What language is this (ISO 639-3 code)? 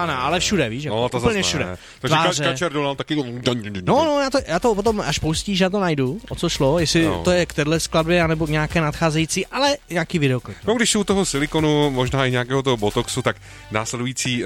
ces